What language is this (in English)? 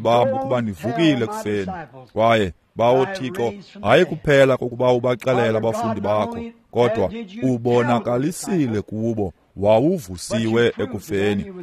Xhosa